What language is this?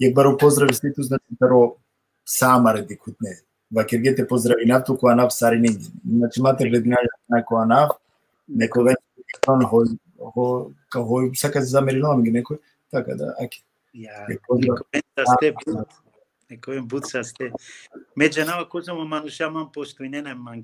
Balkan Romani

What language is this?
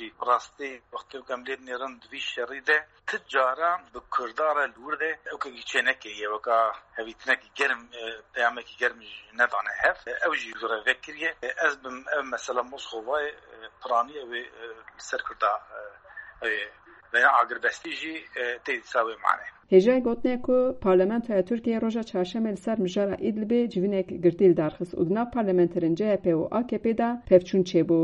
Kurdish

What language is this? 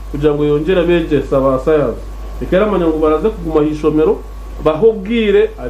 Nyankole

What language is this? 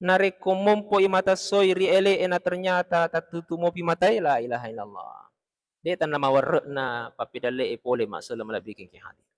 Buginese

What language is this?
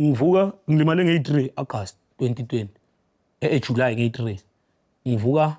Zulu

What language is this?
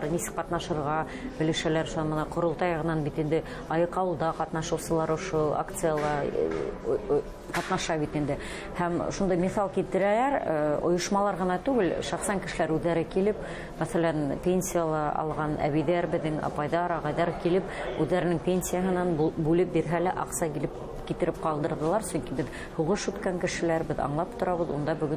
Bashkir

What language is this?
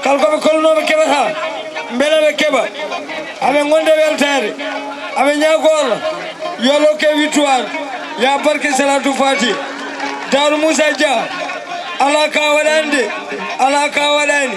Fula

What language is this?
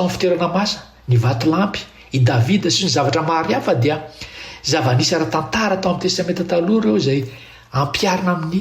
Malagasy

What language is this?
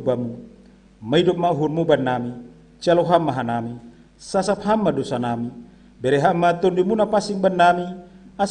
Batak Simalungun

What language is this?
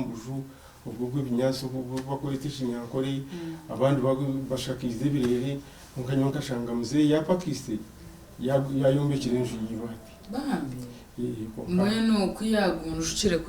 Nyankole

